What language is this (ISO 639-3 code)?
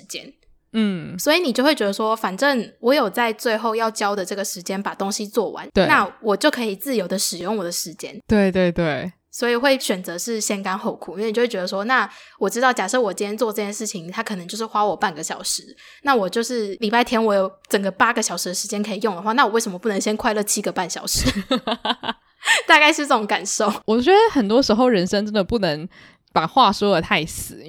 zho